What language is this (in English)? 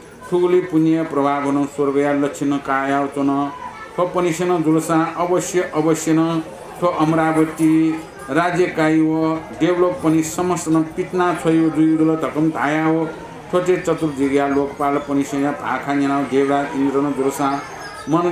Newari